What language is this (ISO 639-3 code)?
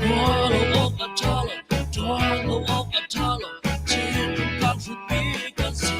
cnh